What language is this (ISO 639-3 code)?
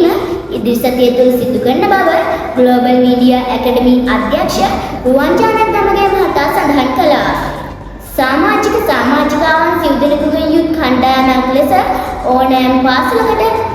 sin